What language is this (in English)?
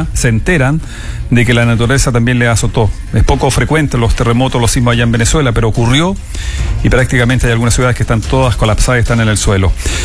Spanish